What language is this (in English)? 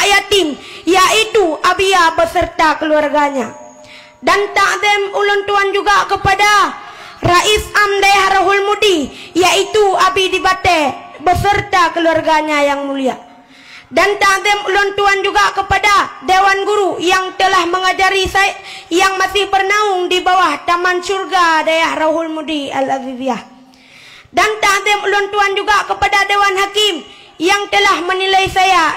Achinese